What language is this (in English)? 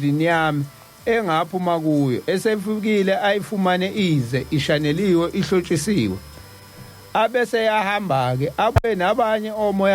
Zulu